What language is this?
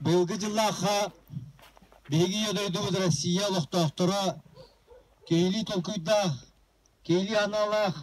Yakut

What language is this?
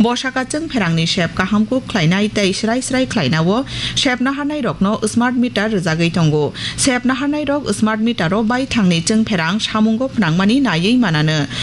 Kok Borok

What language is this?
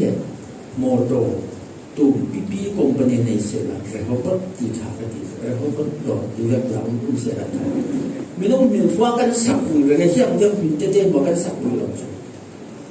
Falam Chin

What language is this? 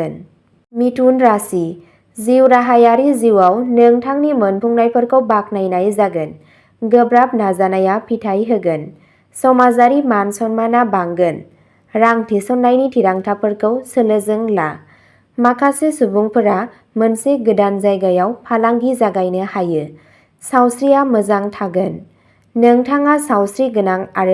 Bodo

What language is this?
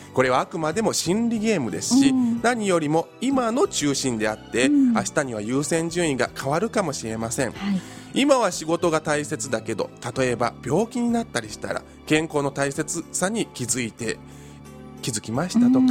Japanese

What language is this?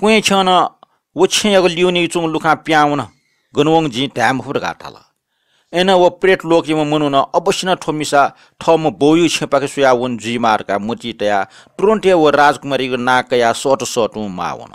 Newari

